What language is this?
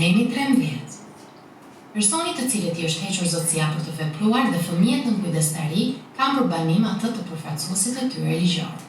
Albanian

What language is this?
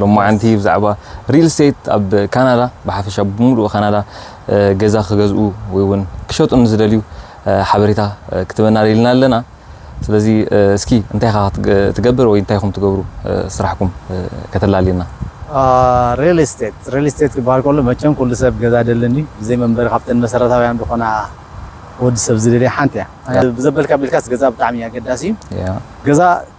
Tigrinya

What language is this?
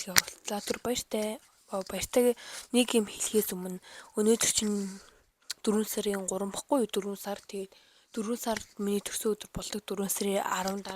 Mongolian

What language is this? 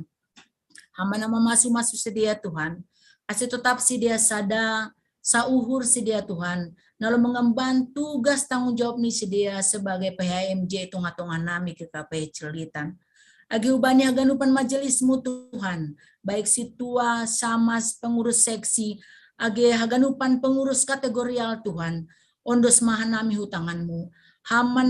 Batak Simalungun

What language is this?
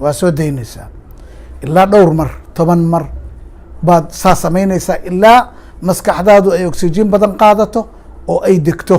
Somali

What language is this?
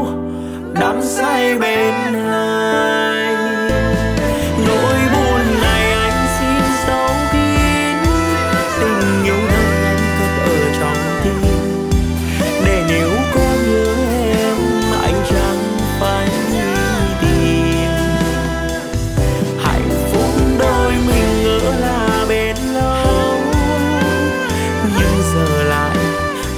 Vietnamese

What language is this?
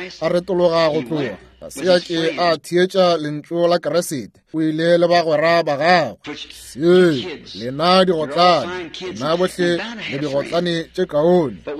Northern Sotho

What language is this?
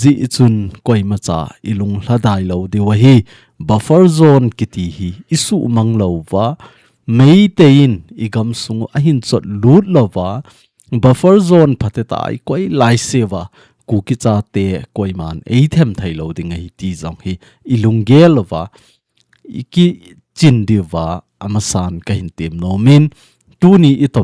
Thado Chin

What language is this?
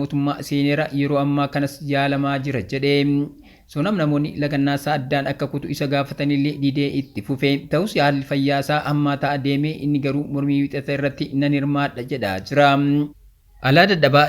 Oromo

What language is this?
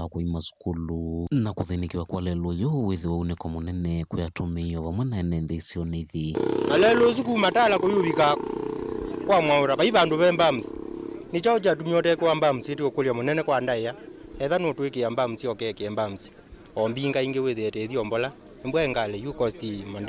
Kamba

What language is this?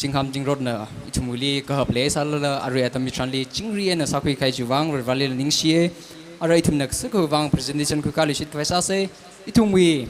Tangkhul Naga (India)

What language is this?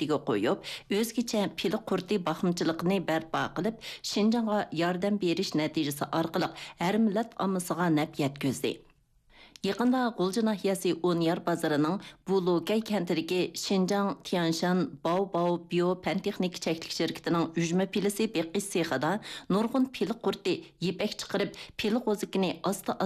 Uyghur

